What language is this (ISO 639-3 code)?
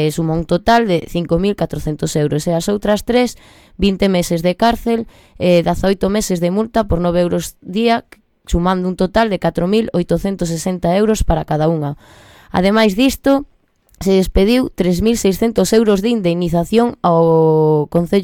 glg